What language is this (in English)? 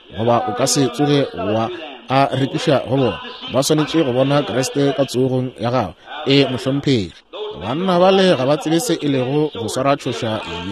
Northern Sotho